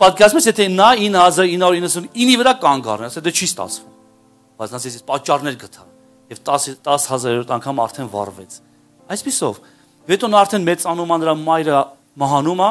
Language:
Armenian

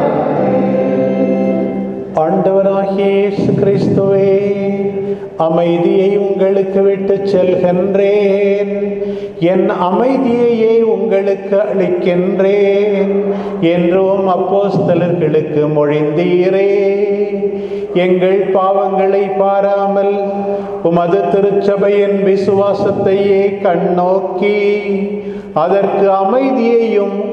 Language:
Tamil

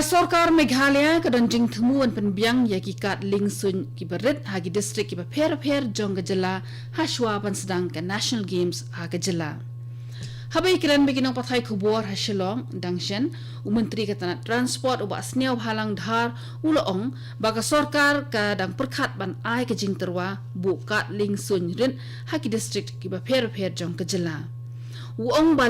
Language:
Khasi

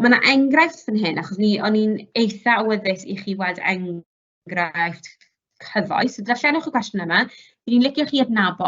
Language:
Welsh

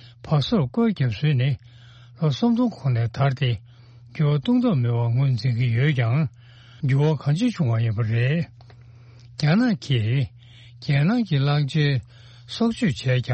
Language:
Tibetan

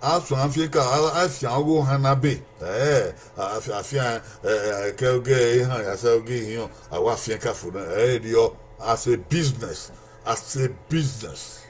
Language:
Bini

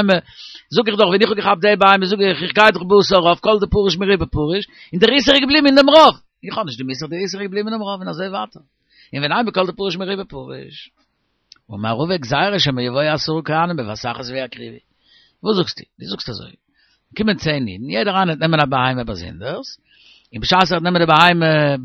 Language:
Yiddish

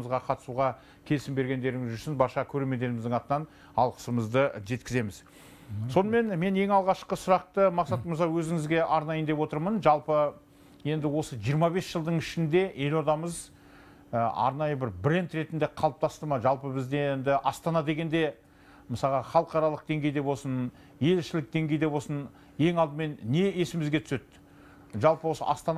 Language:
Kazakh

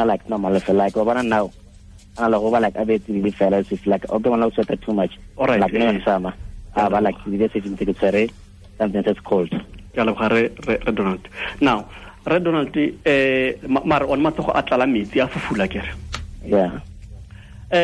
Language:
Tswana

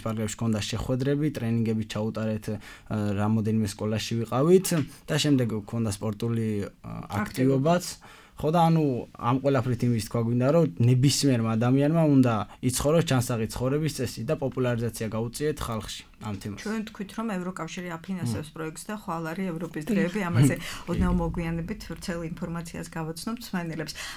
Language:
Georgian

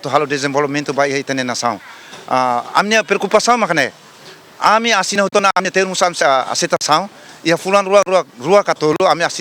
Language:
Tetum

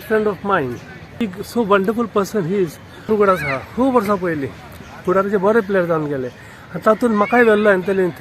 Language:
Konkani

